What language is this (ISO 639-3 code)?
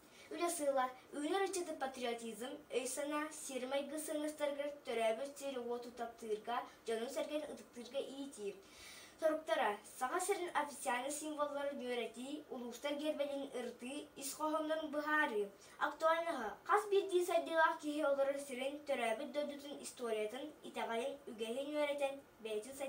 sah